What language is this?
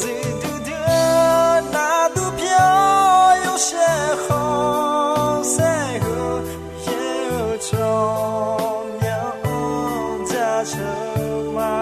Akha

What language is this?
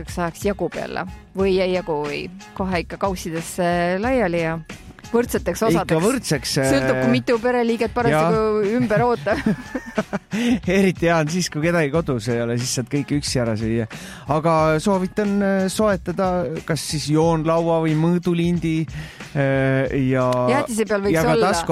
Estonian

